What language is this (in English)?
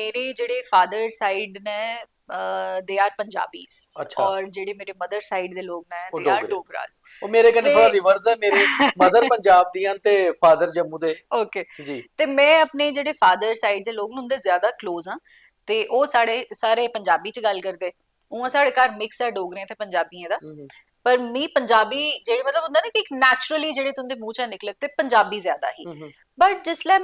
Dogri